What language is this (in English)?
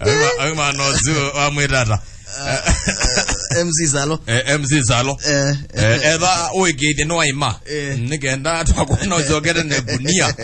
Kamba